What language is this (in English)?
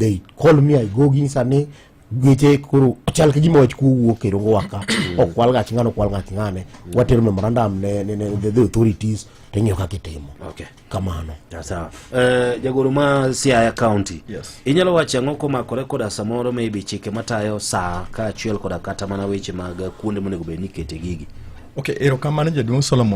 Luo (Kenya and Tanzania)